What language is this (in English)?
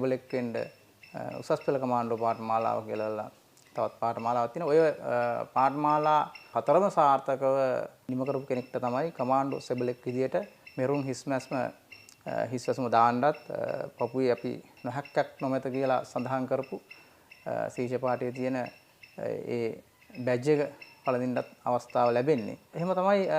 Sinhala